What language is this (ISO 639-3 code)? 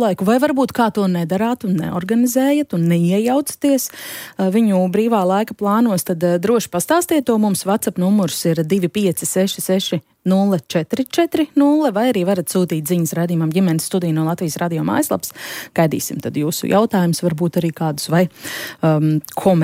lav